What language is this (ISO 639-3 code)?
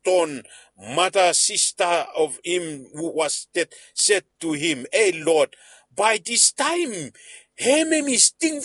bis